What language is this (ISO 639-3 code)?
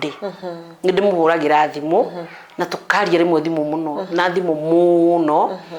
kik